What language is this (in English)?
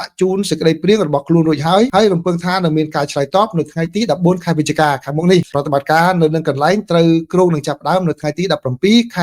Khmer